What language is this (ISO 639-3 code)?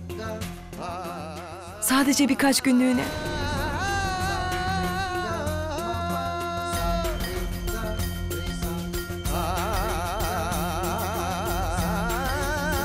tur